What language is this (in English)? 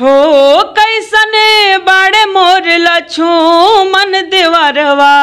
Bhojpuri